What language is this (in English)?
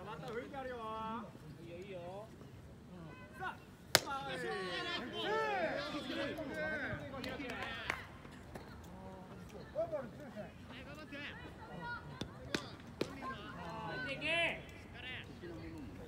Japanese